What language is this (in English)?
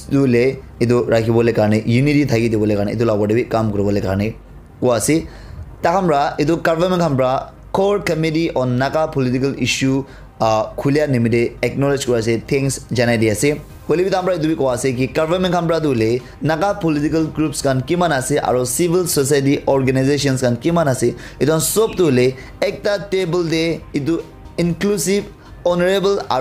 Naga Pidgin